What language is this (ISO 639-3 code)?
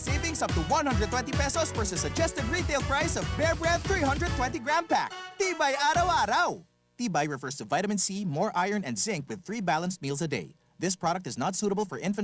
bik